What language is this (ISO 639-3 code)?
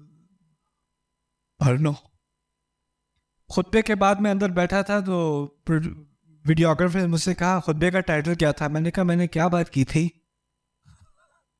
urd